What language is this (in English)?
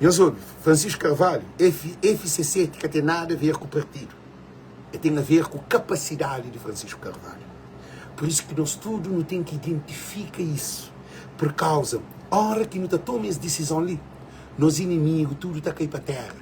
Kabuverdianu